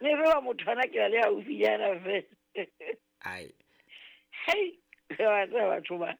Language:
Southern Sotho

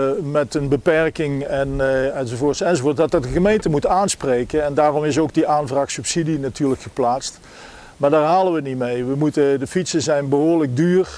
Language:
Dutch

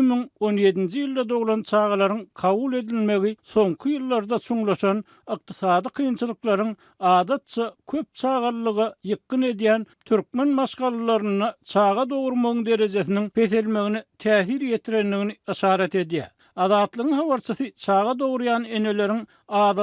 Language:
Turkmen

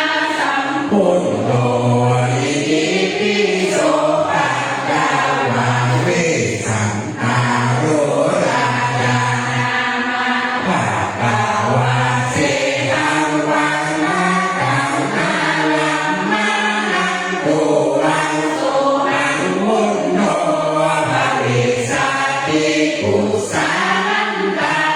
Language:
Pali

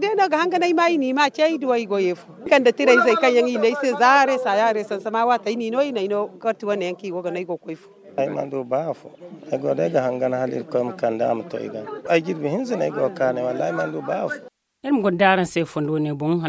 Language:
Zarma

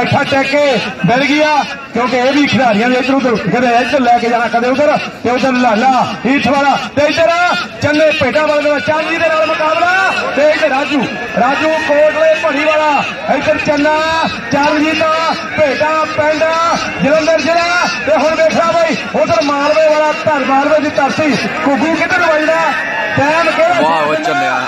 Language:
Punjabi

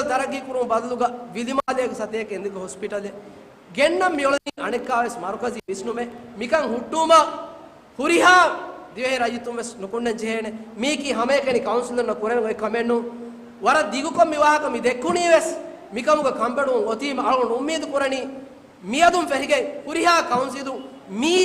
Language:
Divehi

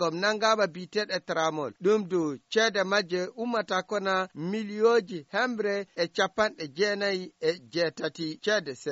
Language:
Fula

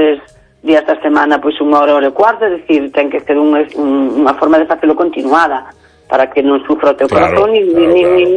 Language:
Galician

